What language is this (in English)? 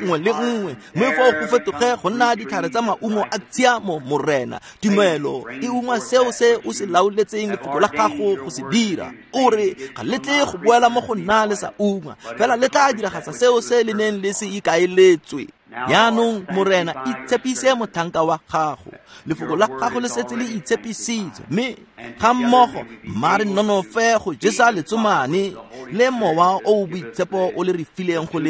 Tswana